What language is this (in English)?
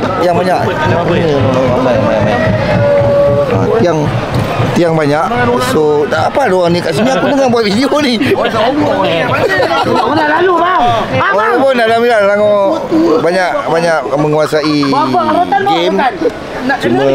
Malay